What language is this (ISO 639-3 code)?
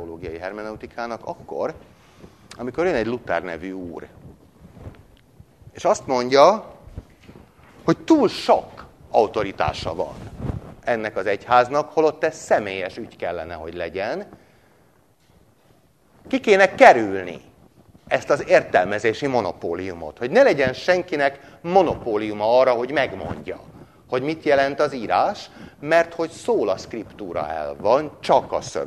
hun